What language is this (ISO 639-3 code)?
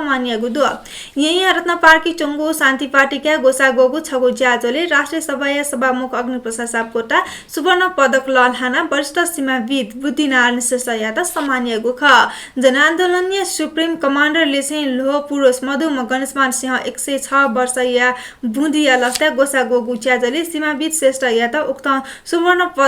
new